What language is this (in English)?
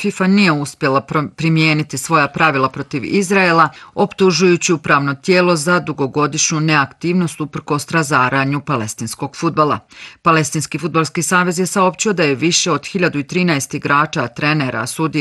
Bosnian